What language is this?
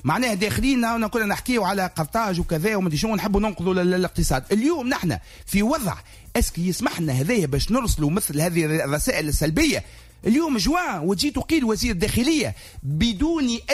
Tunisian Arabic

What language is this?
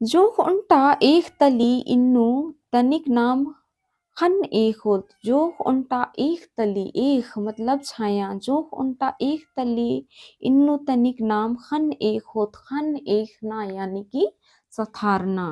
Kurukh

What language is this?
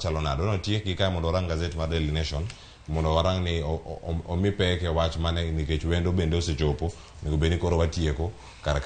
Luo (Kenya and Tanzania)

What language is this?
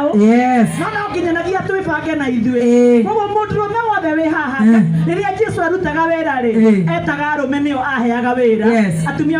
Kikuyu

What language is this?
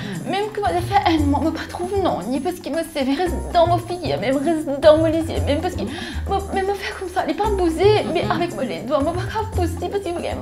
Morisyen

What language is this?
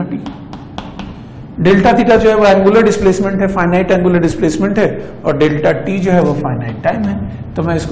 Hindi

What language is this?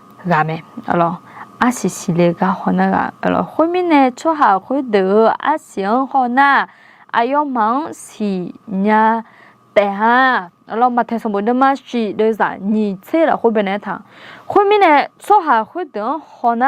Akha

